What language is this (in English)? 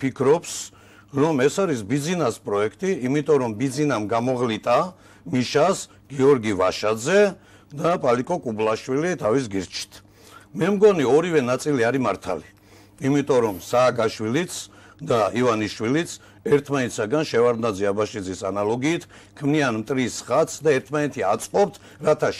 Georgian